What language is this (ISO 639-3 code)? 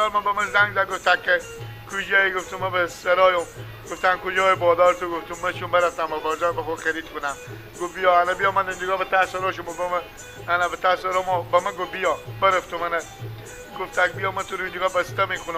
fas